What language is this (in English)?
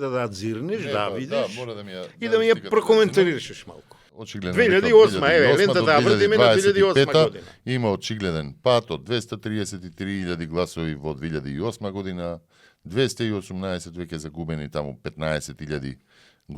Macedonian